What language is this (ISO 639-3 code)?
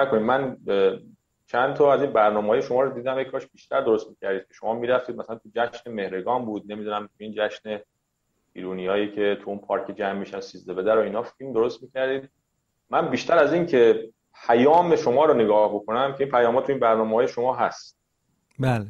fas